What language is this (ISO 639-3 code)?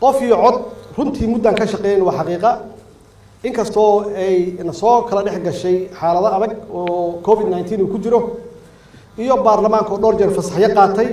som